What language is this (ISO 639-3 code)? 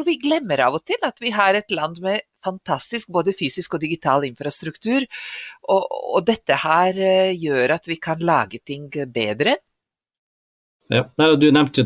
nor